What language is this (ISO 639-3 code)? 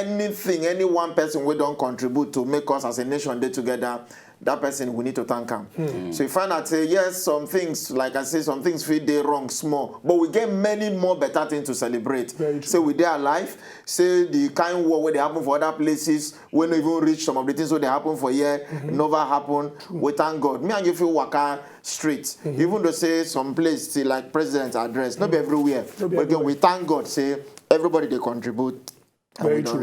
pcm